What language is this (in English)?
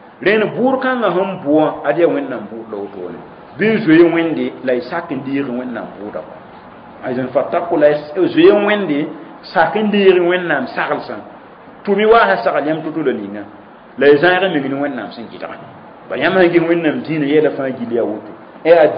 Mossi